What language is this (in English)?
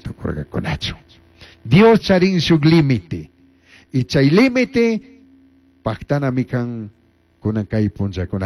Chimborazo Highland Quichua